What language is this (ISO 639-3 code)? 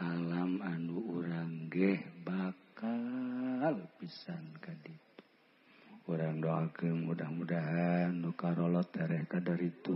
sun